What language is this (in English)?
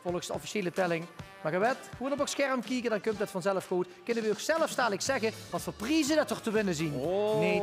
Limburgish